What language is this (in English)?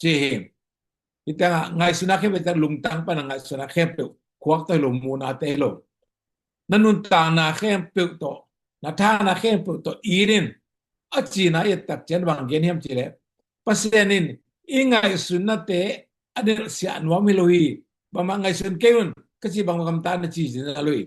Tedim Chin